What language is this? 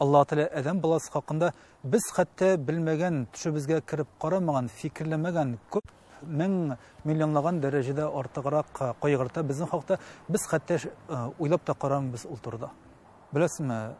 Tatar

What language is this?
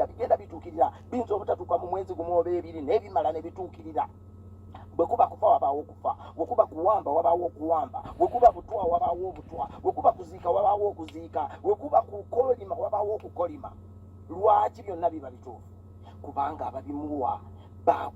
Ganda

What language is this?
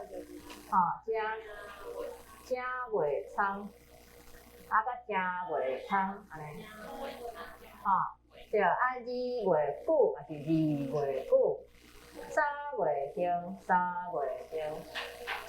Min Nan Chinese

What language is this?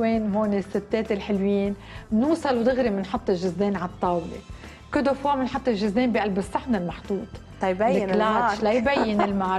North Levantine Arabic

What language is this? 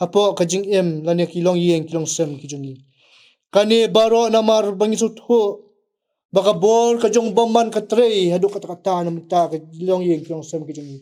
Khasi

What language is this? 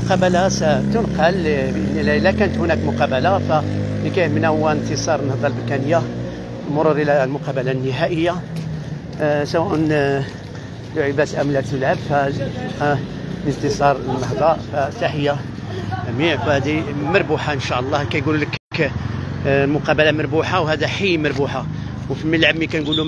Moroccan Arabic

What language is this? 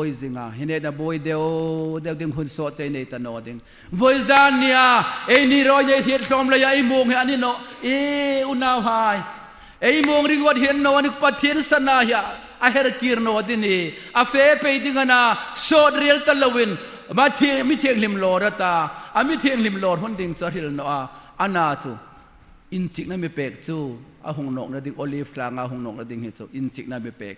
Hmar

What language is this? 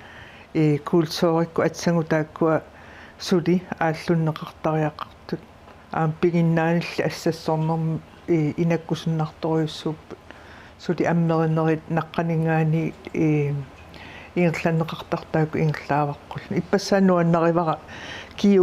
Kalaallisut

